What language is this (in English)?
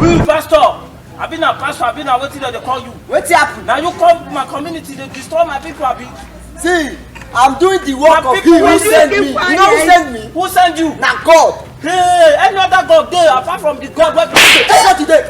Nigerian Pidgin